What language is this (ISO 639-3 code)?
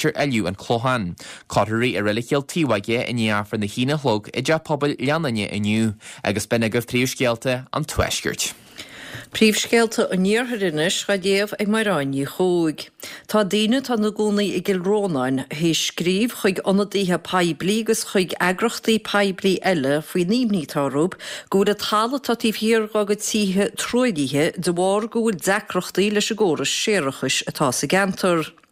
gle